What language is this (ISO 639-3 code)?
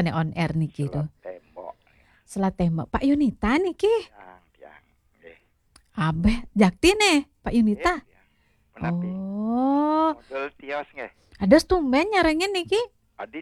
ban